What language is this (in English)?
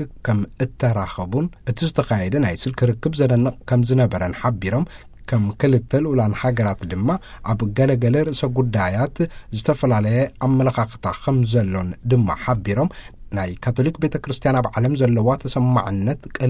Tigrinya